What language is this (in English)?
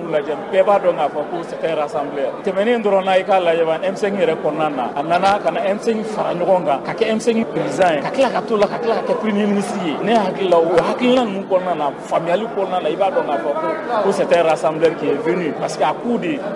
Bambara